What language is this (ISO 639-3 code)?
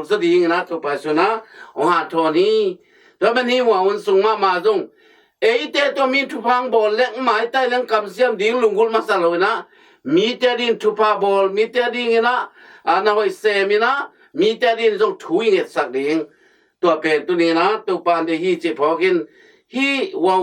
ctd